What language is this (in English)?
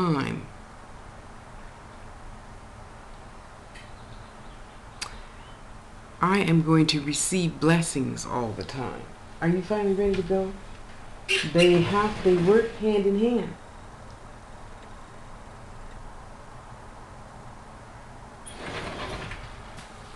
English